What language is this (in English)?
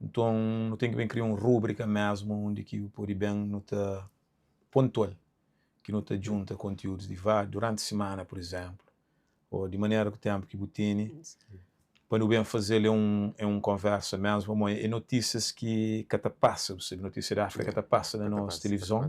Kabuverdianu